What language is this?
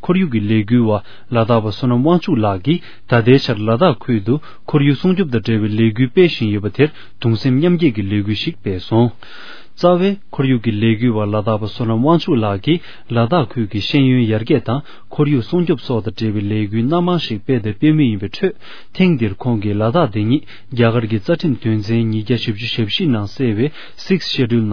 Tibetan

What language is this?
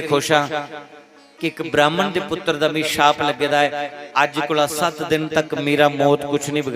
Dogri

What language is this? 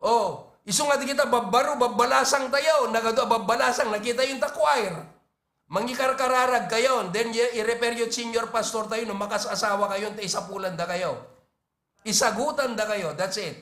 Iloko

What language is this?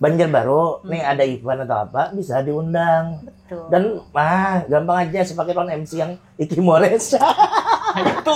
Banjar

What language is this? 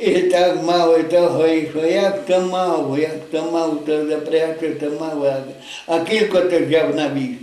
Rusyn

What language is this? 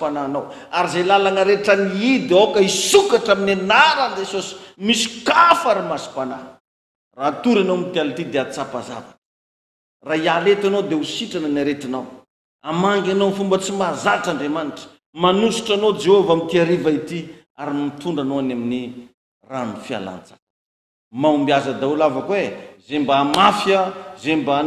Malagasy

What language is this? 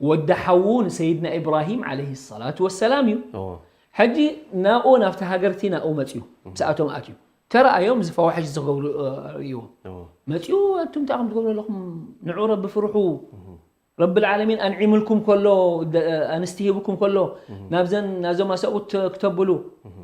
Tigrinya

